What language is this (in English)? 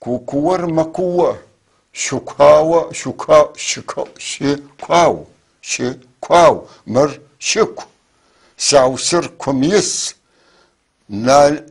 North Levantine Arabic